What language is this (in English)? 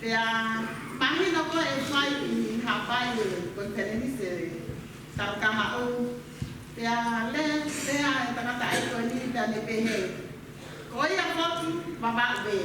Tongan